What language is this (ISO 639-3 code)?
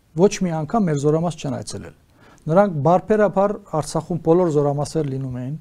hye